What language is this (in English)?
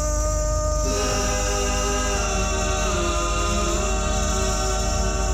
Jamaican Creole English